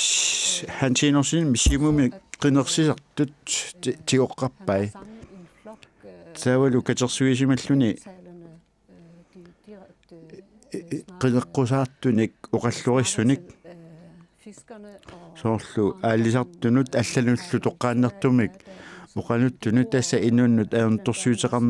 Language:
Kalaallisut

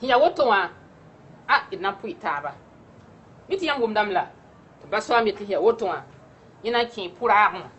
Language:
Mossi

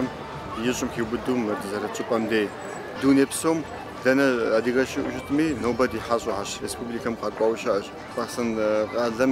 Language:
Kabardian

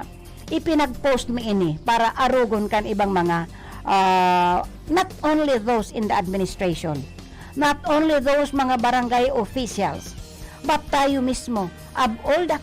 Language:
Bikol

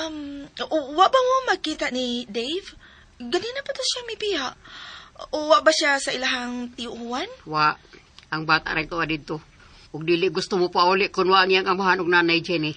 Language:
Cebuano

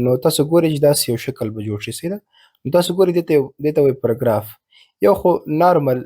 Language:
Pashto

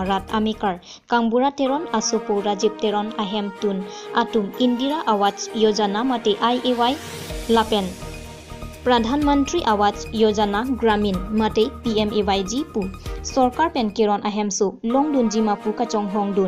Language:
Karbi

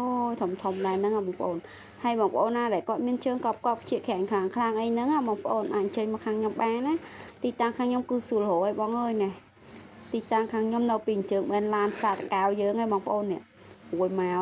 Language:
Khmer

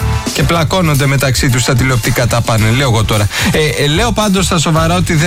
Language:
Greek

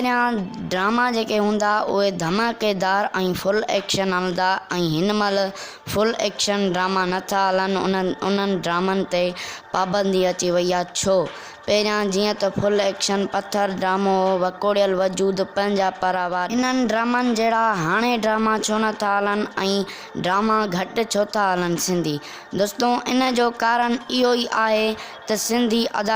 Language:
Sindhi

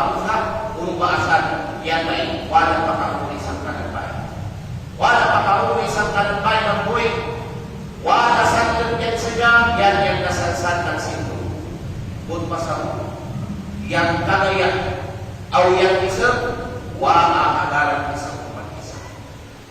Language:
Kalagan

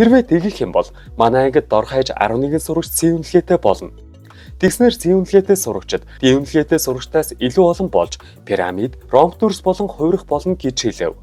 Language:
Mongolian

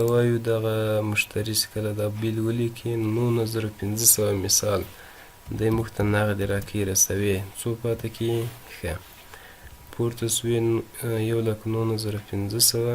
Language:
Pashto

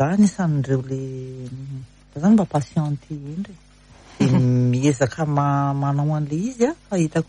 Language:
Malagasy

